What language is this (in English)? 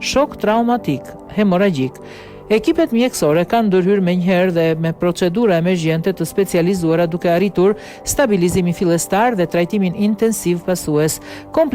Albanian